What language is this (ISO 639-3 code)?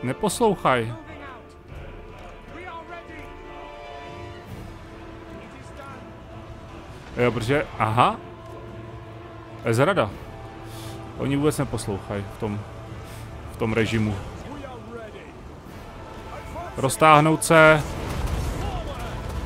ces